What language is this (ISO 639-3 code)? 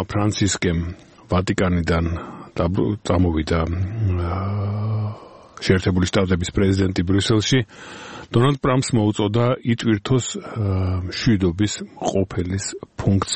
kat